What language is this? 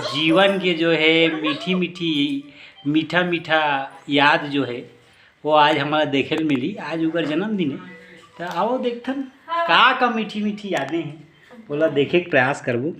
Chhattisgarhi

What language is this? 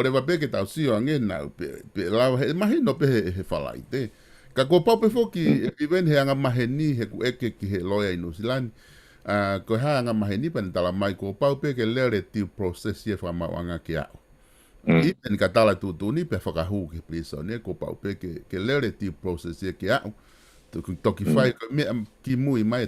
Tongan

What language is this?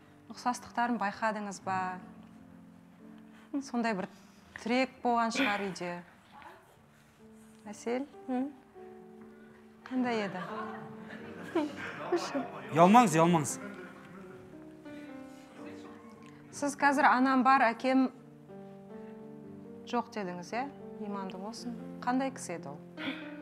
Kazakh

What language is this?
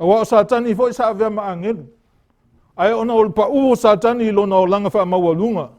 Samoan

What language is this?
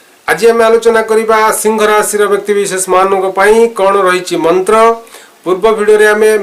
Odia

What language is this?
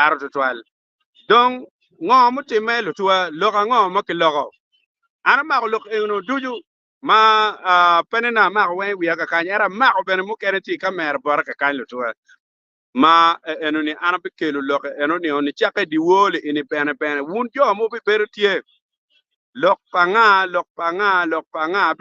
Acoli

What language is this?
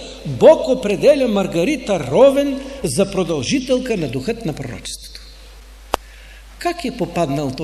Bulgarian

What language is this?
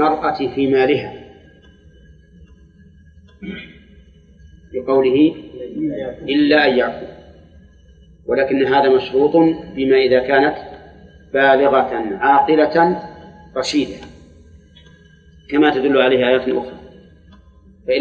Arabic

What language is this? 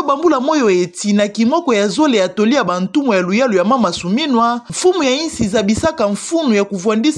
Kituba (Democratic Republic of Congo)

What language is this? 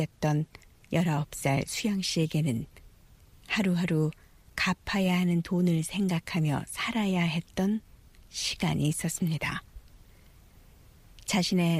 Korean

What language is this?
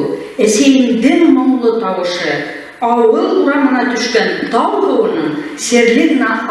Bashkir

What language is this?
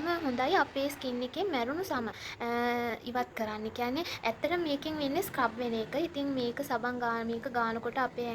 Sinhala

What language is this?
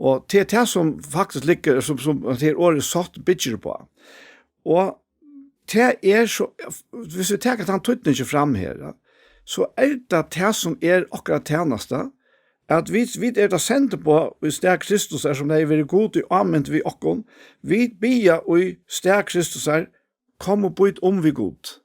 Faroese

